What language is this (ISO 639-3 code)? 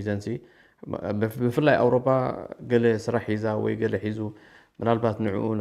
tir